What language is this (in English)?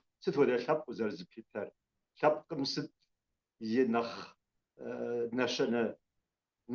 Kabardian